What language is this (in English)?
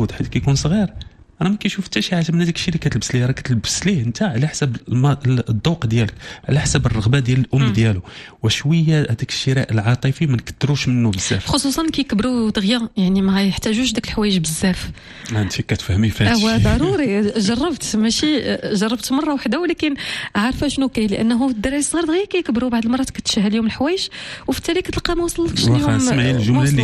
Moroccan Arabic